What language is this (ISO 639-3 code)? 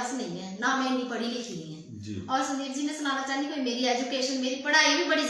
doi